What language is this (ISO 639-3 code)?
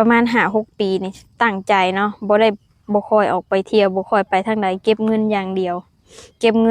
lao